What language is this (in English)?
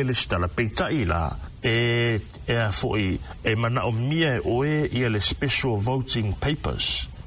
Samoan